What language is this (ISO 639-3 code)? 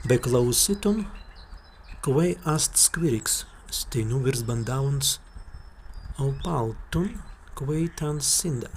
prg